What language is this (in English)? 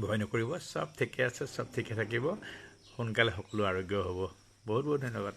Assamese